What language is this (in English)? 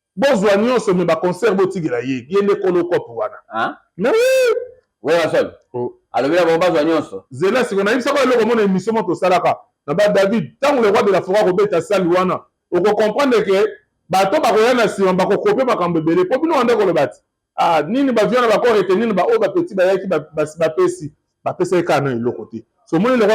Lingala